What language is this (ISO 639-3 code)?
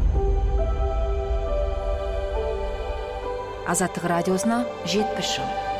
kaz